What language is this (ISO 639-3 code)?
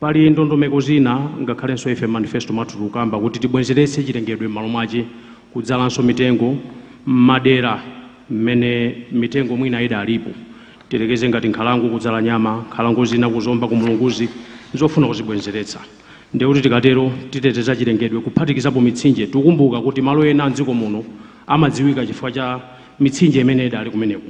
nya